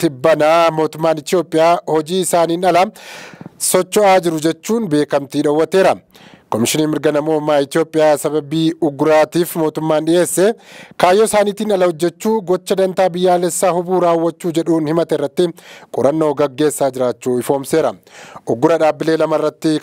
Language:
Oromo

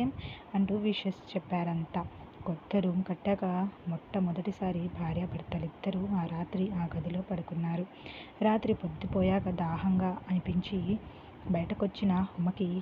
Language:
Telugu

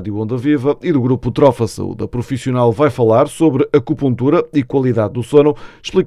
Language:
Portuguese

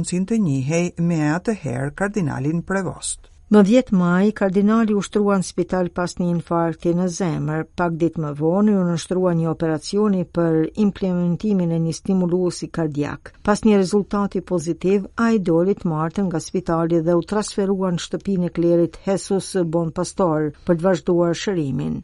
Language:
Albanian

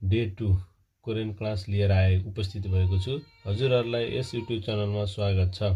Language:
Nepali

